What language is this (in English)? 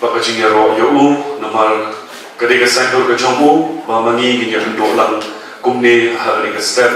Khasi